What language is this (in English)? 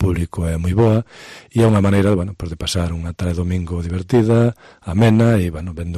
Galician